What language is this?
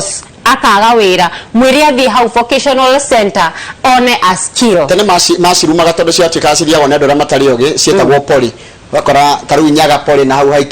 Kikuyu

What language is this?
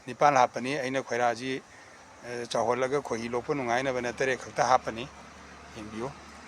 Manipuri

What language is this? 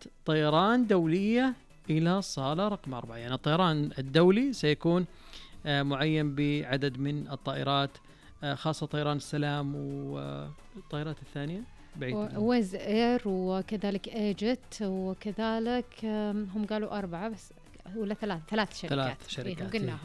Najdi Arabic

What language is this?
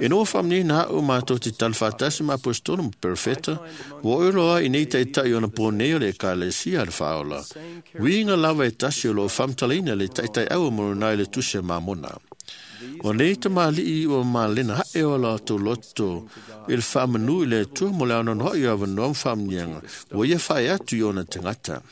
Samoan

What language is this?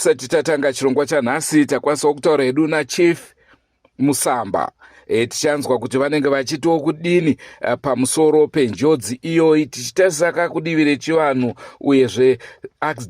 Shona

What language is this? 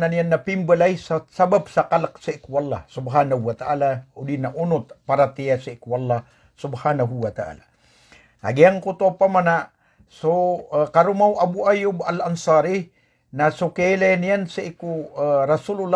Maranao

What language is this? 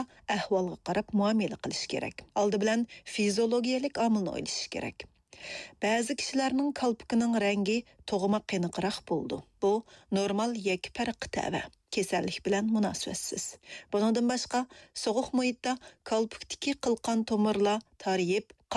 Uyghur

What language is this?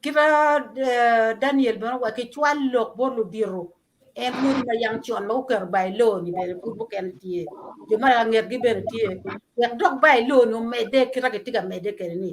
Acoli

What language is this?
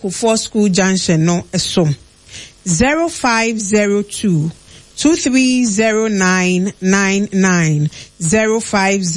Akan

